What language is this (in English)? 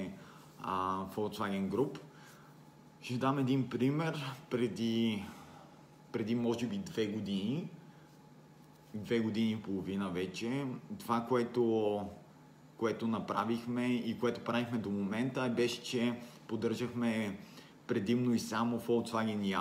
Bulgarian